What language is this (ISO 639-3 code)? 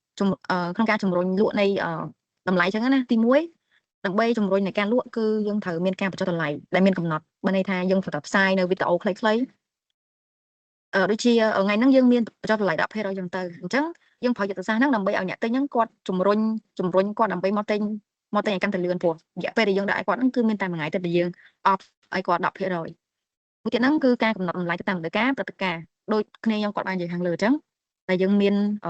khm